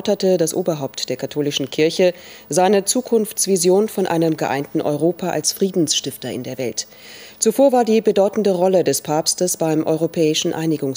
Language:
German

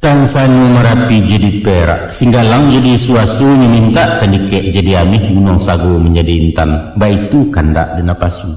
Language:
Minangkabau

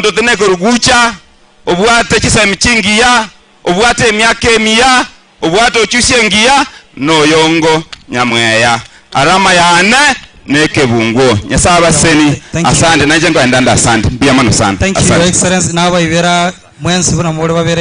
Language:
Gusii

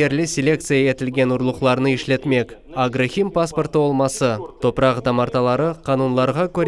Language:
Crimean Tatar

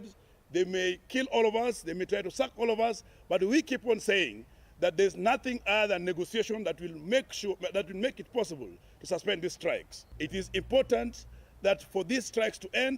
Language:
Kamba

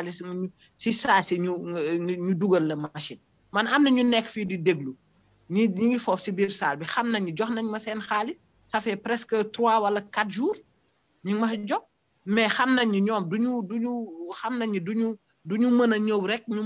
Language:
Wolof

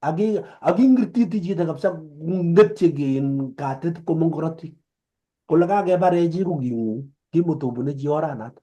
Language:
Kalenjin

